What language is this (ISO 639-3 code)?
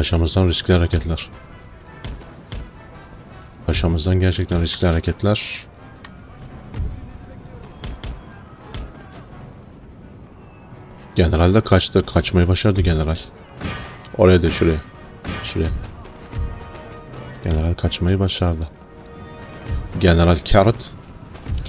tur